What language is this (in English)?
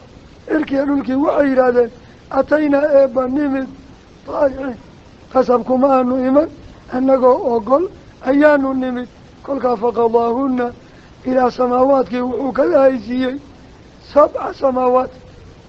Somali